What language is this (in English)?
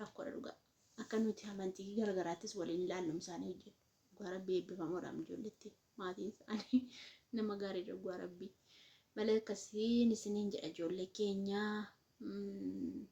Oromo